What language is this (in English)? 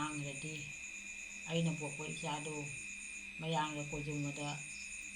Manipuri